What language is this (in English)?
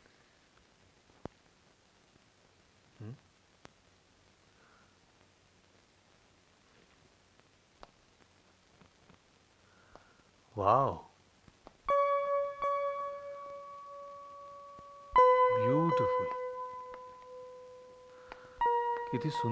Marathi